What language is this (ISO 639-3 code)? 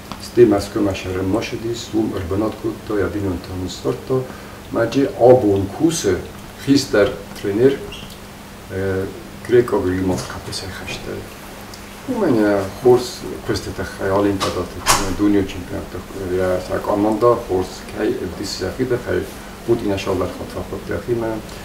oss